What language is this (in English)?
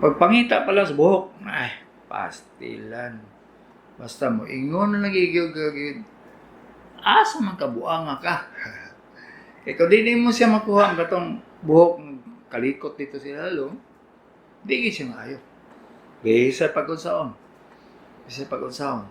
Cebuano